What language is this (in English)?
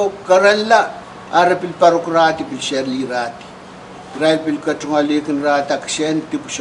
Pohnpeian